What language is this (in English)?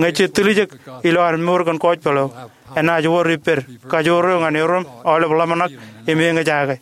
Marshallese